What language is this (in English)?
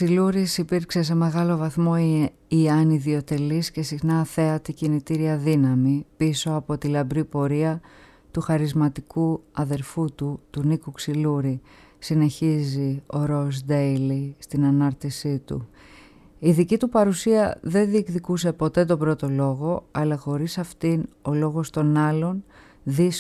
Greek